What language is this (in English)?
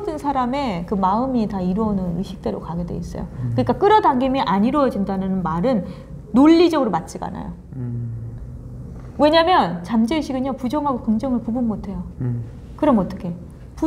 Korean